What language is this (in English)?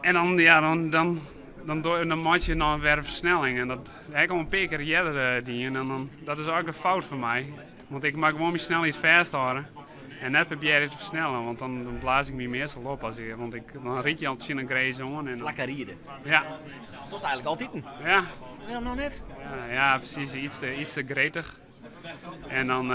Western Frisian